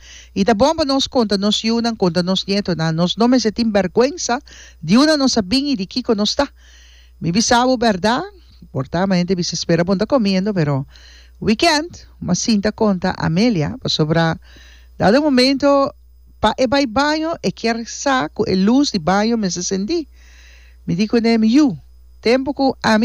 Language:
Papiamento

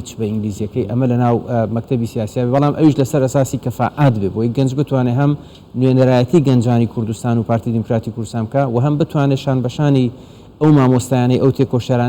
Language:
Central Kurdish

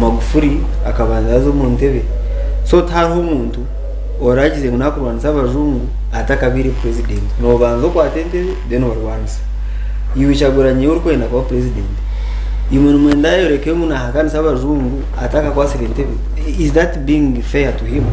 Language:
Nyankole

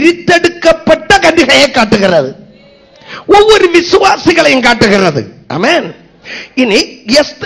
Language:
Tamil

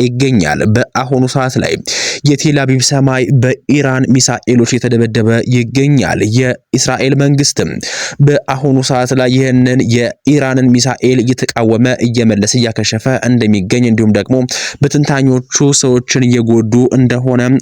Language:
Amharic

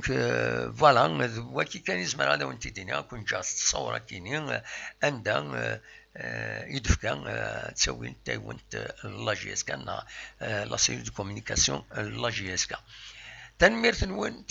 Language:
Kabyle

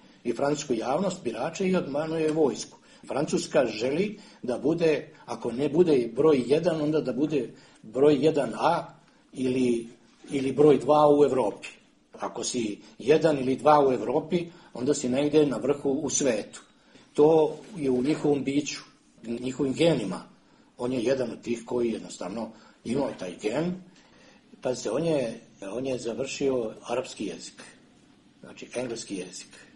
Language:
Serbian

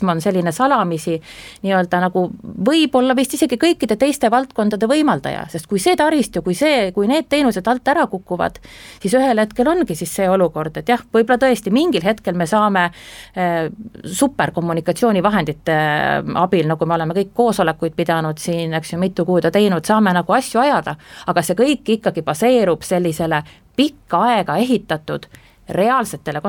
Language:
Estonian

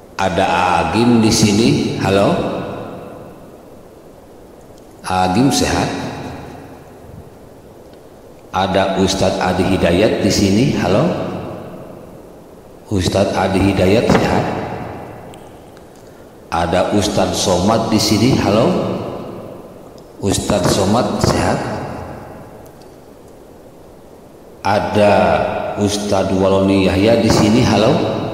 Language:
Indonesian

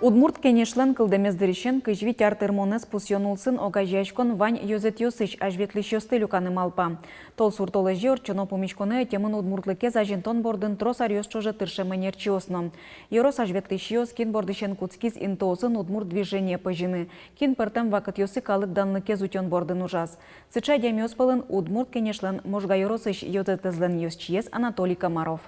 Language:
Udmurt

